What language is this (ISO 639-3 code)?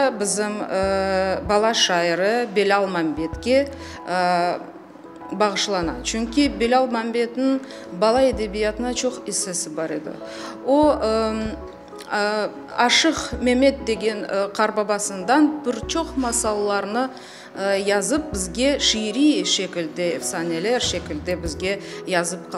crh